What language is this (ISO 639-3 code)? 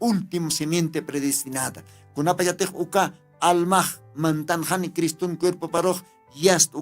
aym